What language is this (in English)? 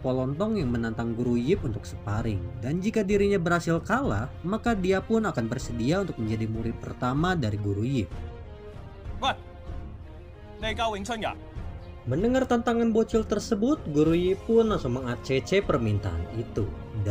Indonesian